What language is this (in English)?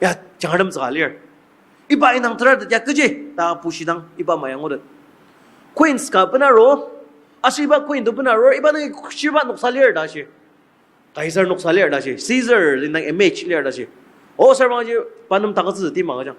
Ao Naga